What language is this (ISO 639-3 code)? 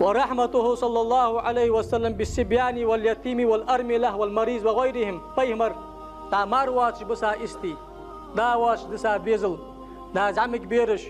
inh